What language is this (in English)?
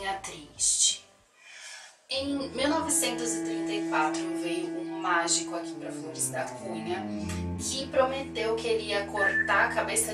Portuguese